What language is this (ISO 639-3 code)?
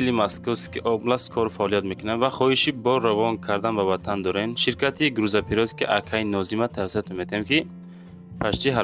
tgk